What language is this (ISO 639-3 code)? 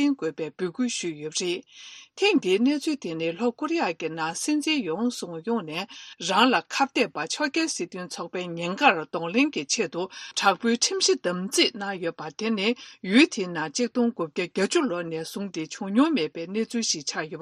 bod